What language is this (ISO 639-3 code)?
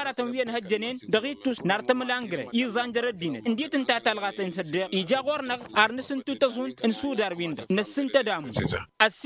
taq